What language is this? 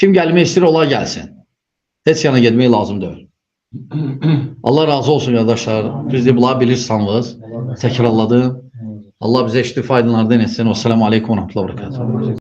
Azerbaijani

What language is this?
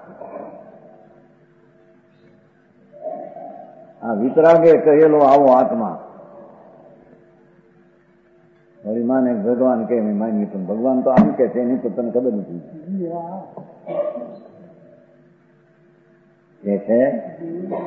Gujarati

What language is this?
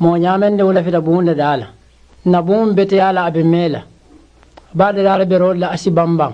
Mandingo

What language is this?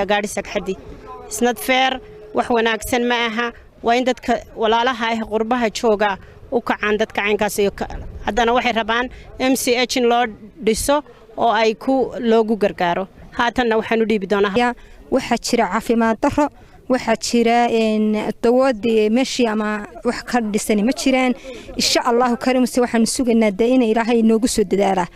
Somali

